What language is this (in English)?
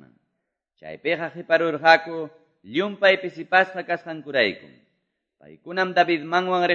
Quechua